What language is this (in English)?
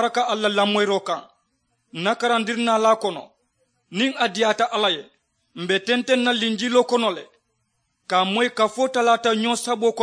Mandingo